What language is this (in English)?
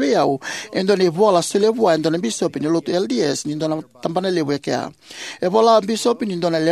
Fijian